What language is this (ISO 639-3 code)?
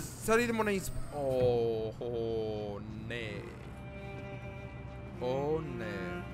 hrv